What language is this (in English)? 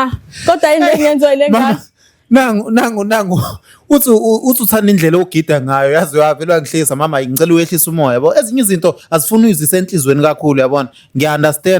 Zulu